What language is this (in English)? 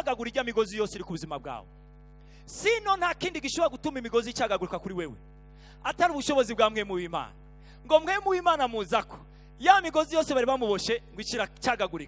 Rundi